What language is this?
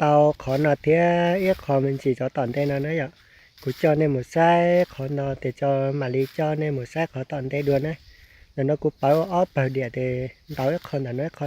Hmong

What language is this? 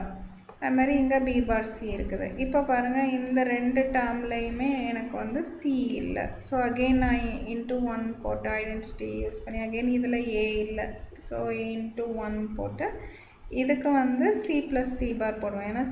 Tamil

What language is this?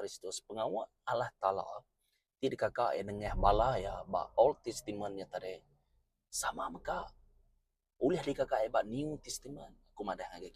Iban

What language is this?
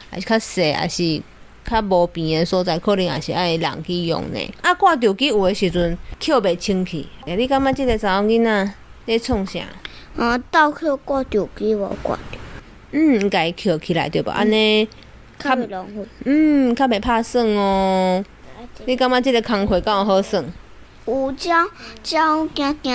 Min Nan Chinese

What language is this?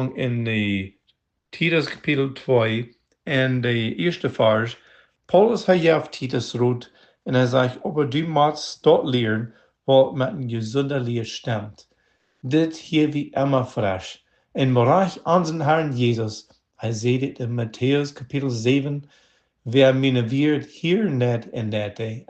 Plautdietsch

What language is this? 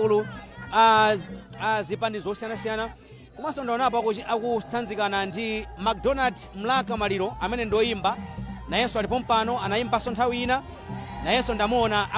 Nyanja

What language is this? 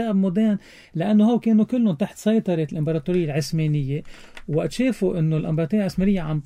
North Levantine Arabic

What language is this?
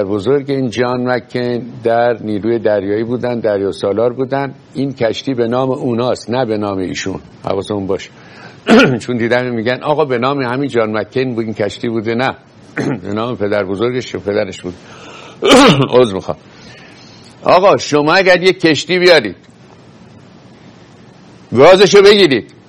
Persian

